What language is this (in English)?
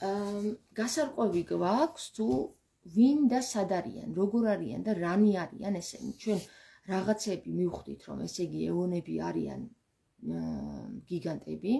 Georgian